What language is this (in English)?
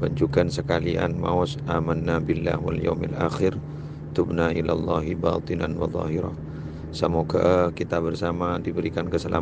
Madurese